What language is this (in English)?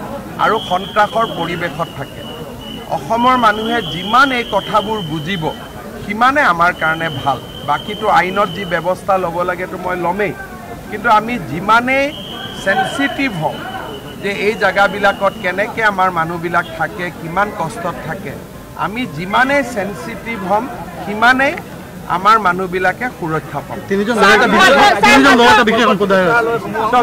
Assamese